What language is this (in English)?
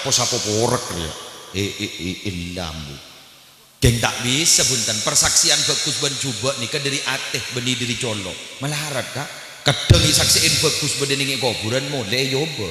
Madurese